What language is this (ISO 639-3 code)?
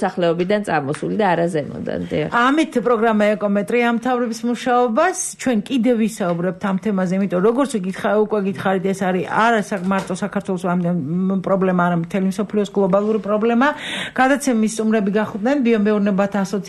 kat